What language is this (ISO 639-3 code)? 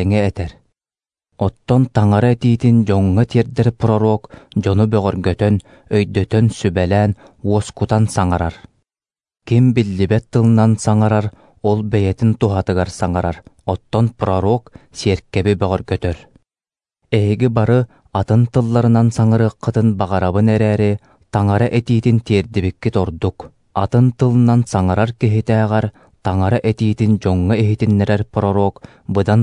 sah